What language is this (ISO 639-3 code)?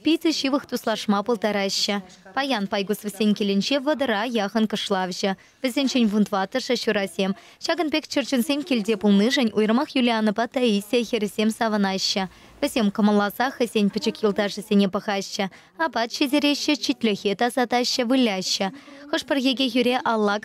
chv